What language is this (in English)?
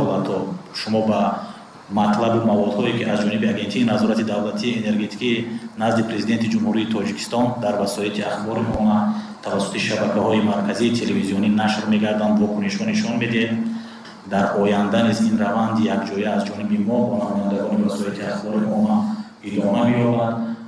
Tajik